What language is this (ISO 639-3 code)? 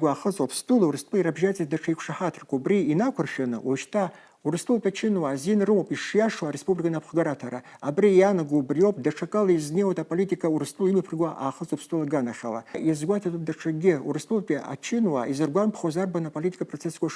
abk